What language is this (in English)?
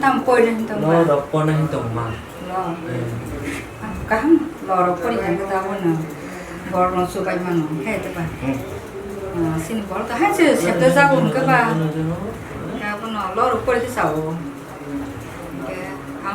Kok Borok